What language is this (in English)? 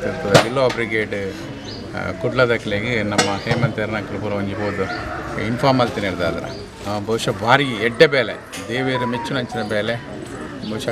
Tulu